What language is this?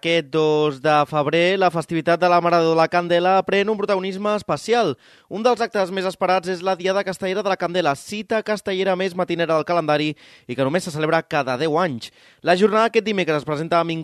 Catalan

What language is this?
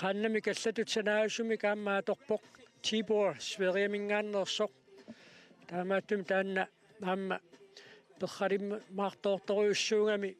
Kalaallisut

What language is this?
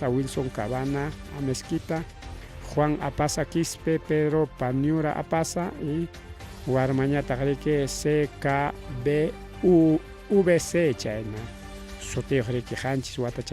Ayacucho Quechua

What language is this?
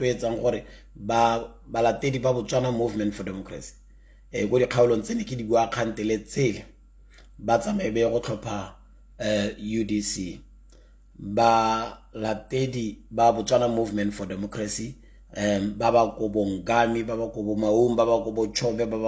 Tswana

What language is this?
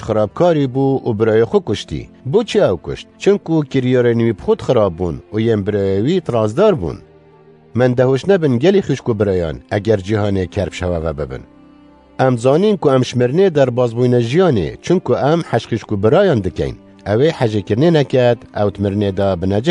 Kurdish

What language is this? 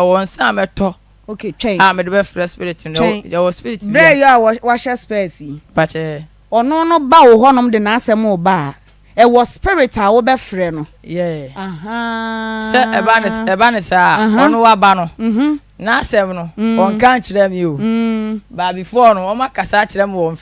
Akan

